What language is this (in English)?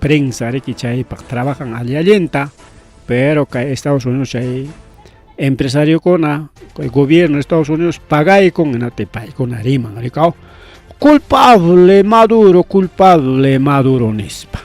Ayacucho Quechua